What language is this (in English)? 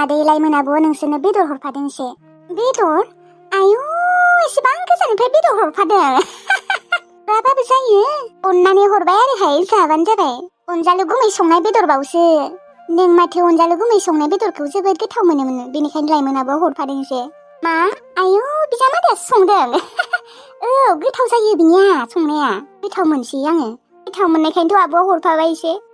Bodo